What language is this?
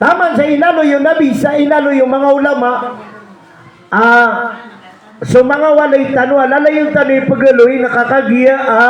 Maranao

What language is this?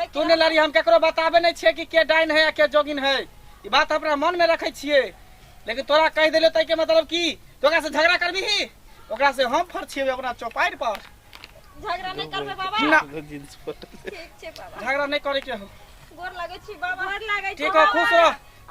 Maithili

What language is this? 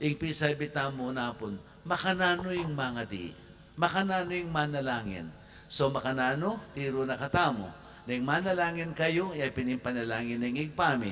Pampanga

